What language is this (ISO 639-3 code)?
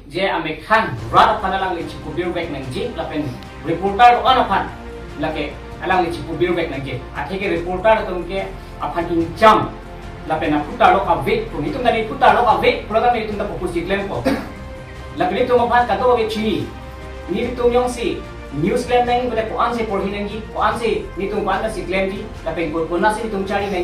mjw